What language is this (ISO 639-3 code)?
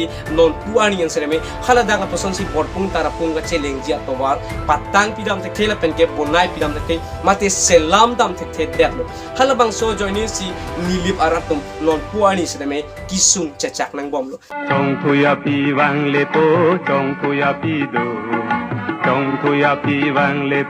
mjw